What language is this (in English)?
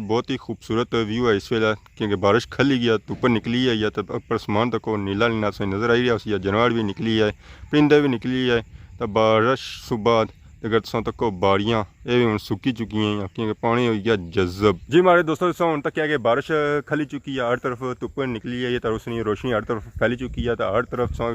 Pahari-Potwari